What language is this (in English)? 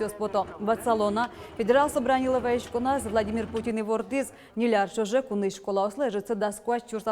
Udmurt